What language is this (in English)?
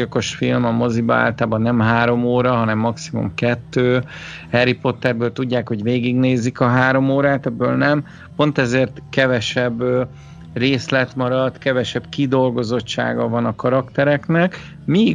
Hungarian